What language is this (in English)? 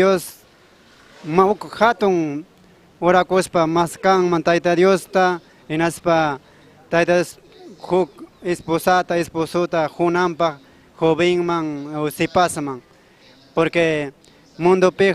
Ayacucho Quechua